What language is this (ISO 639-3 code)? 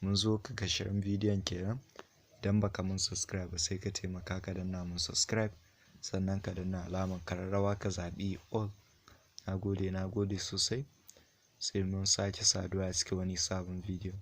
hau